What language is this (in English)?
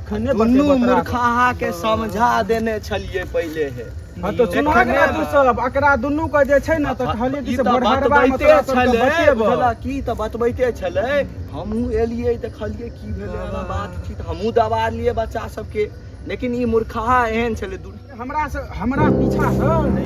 Maithili